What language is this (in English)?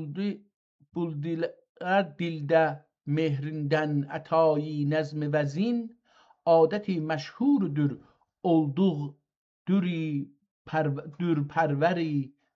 South Azerbaijani